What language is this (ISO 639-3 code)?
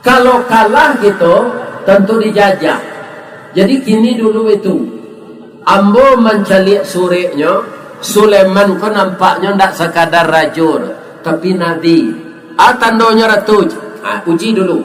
min